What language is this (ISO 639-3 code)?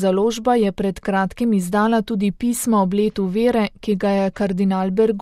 slv